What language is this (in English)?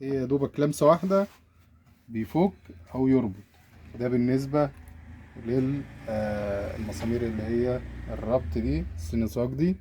Egyptian Arabic